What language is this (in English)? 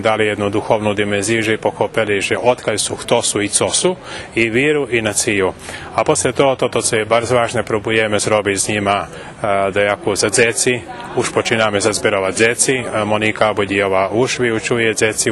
Rusyn